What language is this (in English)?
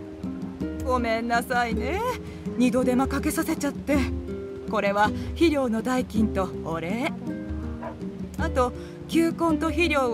Japanese